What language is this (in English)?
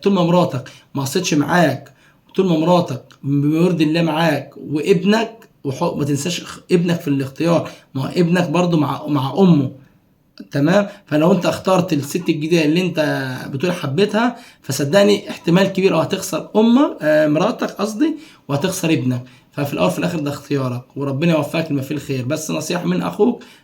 Egyptian Arabic